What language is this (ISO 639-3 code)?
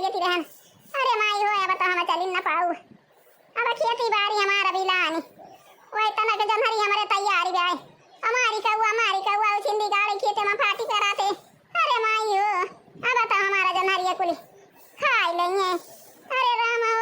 awa